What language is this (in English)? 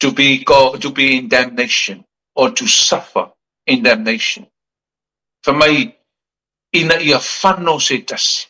Samoan